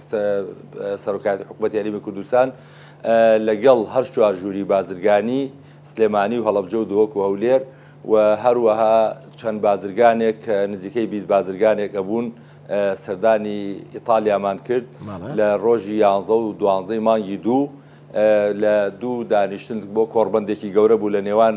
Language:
Central Kurdish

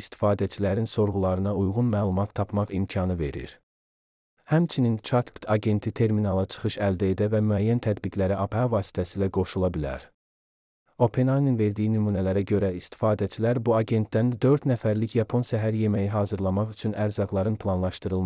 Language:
Azerbaijani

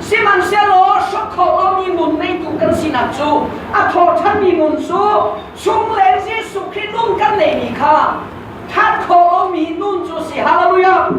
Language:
Hakha Chin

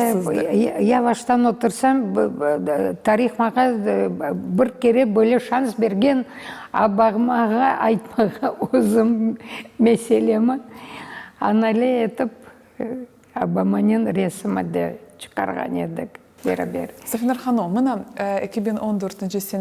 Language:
Crimean Tatar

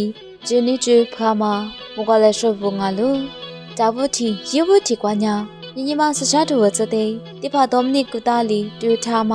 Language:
Lisu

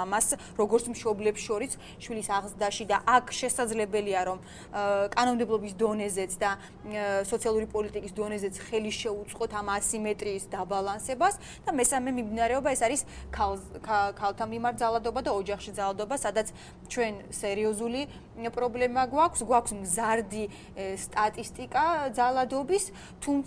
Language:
Georgian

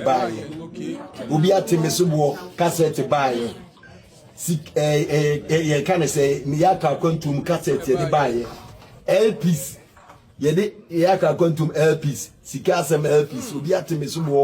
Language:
Akan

